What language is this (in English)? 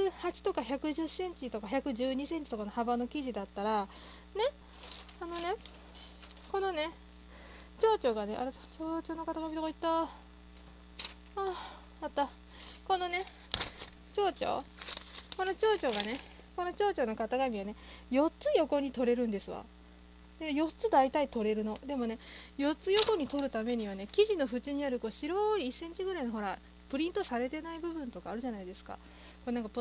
Japanese